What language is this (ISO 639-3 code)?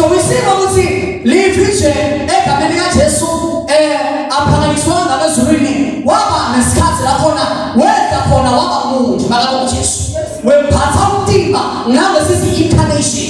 zul